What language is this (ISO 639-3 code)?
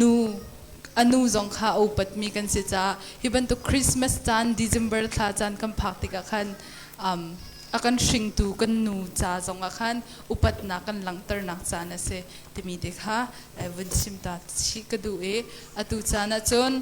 cnh